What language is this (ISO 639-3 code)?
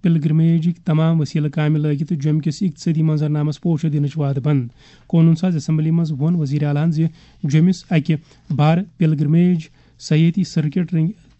kas